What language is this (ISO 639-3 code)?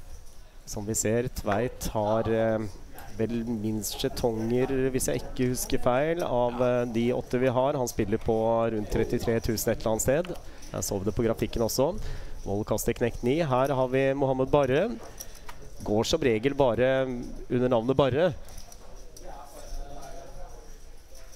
nor